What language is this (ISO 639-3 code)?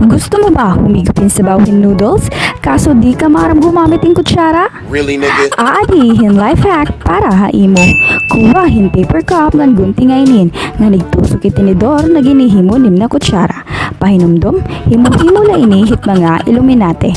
war